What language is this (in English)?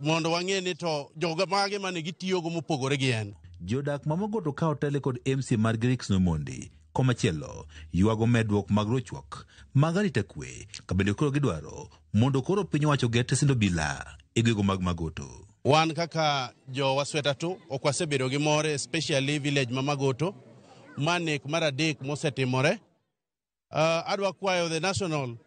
Luo (Kenya and Tanzania)